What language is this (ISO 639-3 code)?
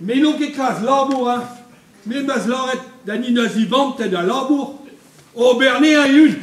bre